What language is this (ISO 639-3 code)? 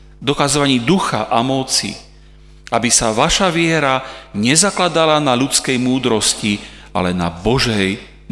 slk